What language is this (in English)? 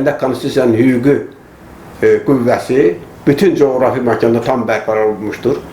Azerbaijani